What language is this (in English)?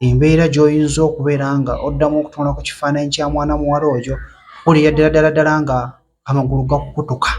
Ganda